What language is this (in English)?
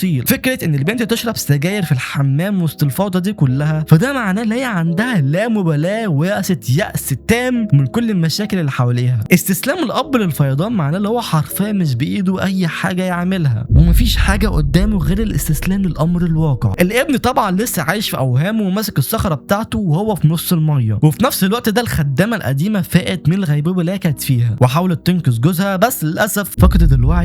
Egyptian Arabic